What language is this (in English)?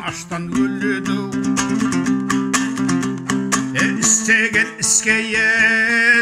Kazakh